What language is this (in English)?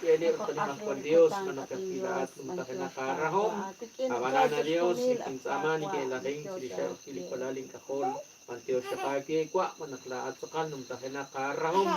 Kekchí